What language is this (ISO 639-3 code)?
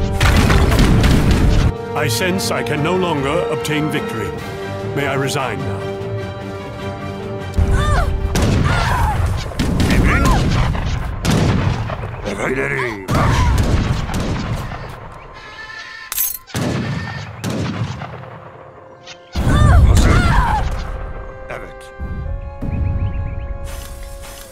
tur